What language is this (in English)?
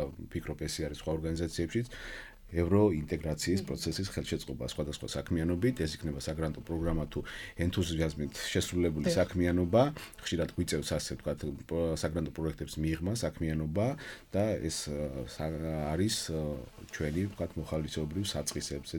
Georgian